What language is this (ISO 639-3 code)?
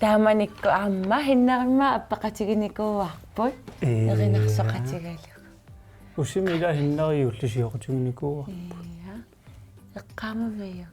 kal